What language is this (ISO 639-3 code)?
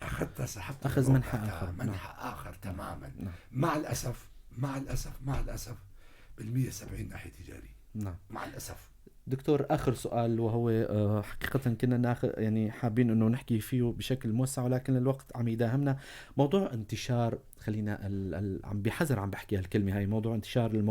apc